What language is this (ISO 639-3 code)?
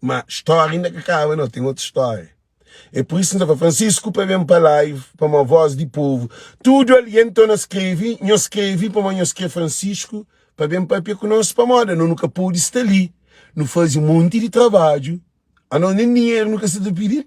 kea